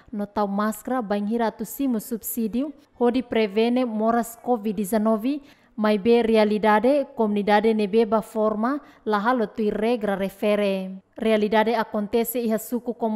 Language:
Tetum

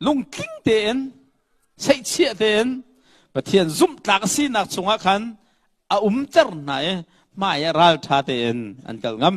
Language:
Hakha Chin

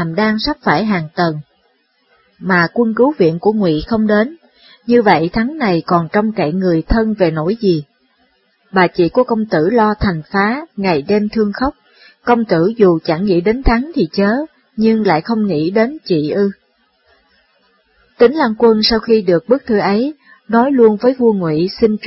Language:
Vietnamese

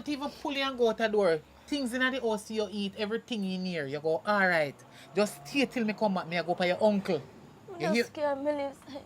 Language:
Jamaican Creole English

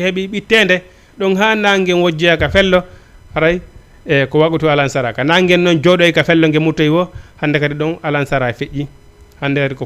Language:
Fula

